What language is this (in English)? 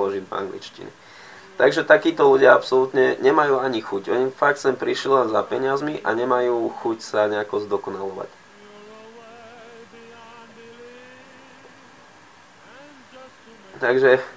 Slovak